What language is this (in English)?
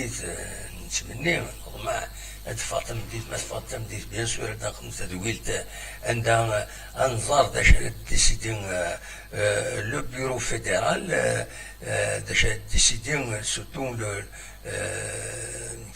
Kabyle